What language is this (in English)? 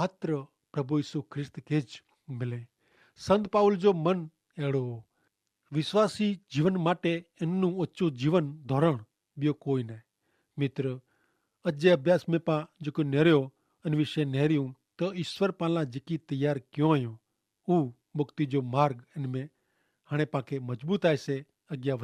Kachhi